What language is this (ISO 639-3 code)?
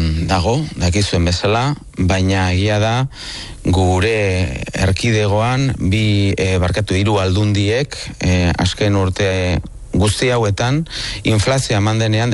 eus